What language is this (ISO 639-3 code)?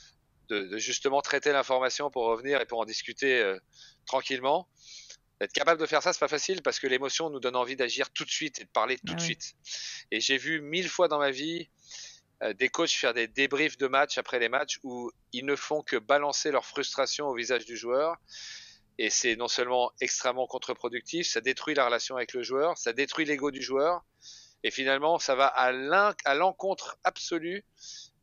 fra